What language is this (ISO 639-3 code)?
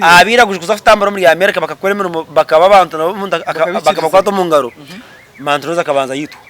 nyn